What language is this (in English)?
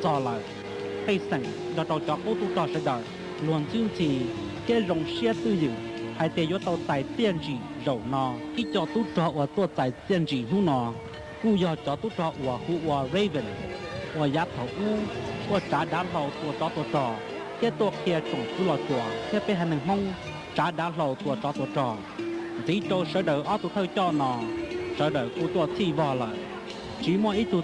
Hmong